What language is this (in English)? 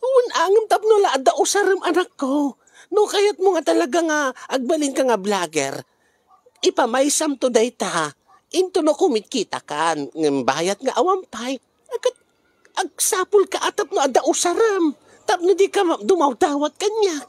Iloko